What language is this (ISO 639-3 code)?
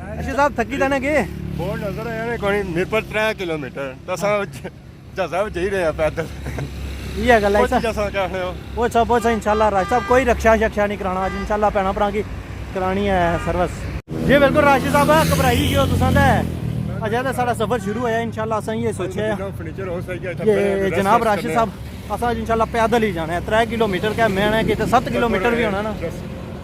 phr